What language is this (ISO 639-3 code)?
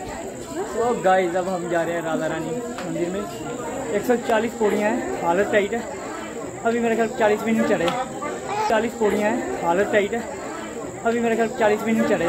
hin